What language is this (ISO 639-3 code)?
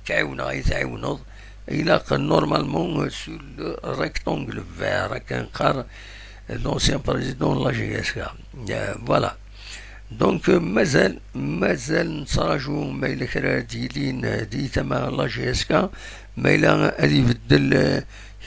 kab